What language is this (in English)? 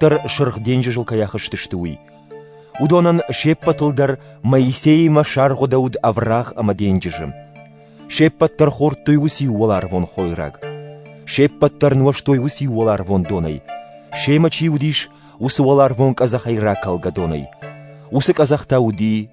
Ossetic